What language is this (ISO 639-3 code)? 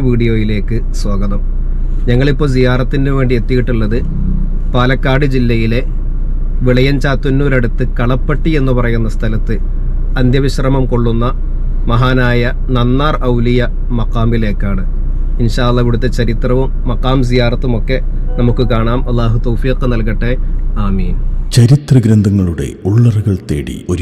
mal